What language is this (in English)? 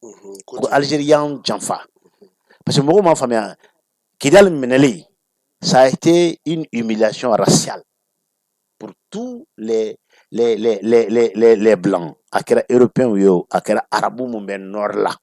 Bambara